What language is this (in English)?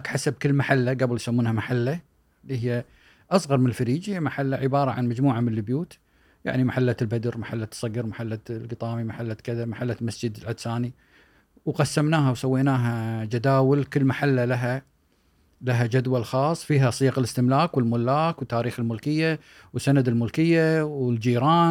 Gulf Arabic